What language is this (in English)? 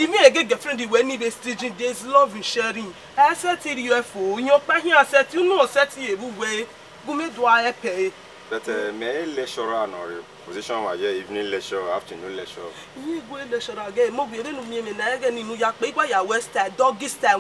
Bini